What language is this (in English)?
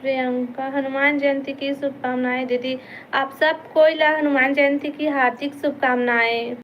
Chhattisgarhi